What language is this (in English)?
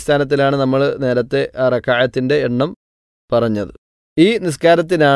Malayalam